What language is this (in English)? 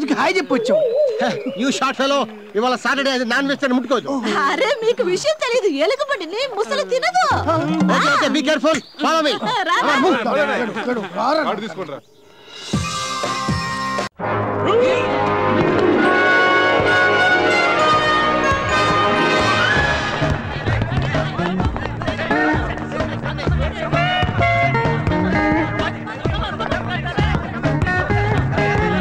Telugu